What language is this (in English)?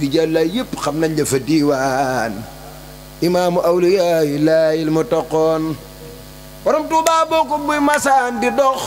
Wolof